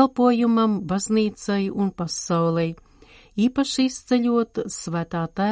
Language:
Latvian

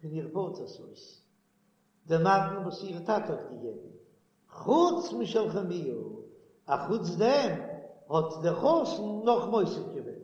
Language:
Yiddish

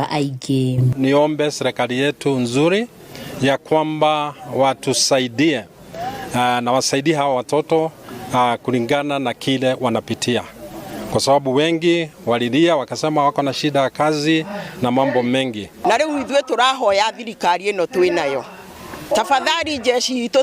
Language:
Kikuyu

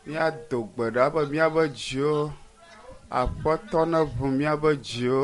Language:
Ewe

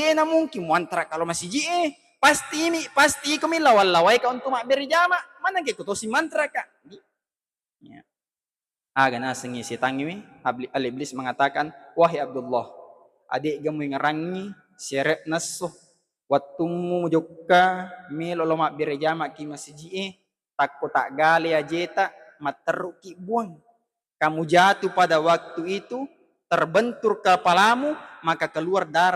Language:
Buginese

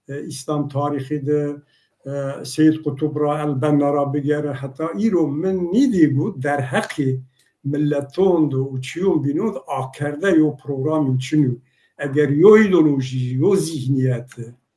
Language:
Zaza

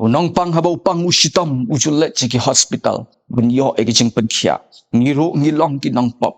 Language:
Khasi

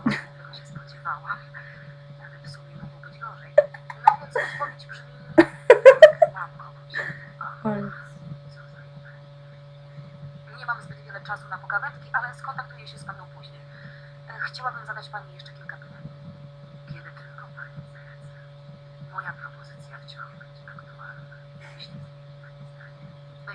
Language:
Polish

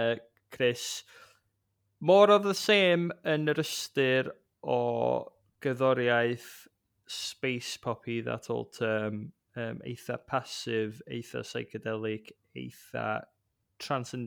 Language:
Welsh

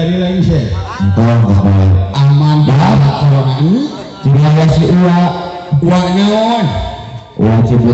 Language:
Sundanese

